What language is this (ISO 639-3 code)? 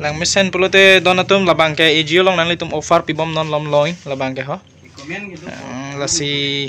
mjw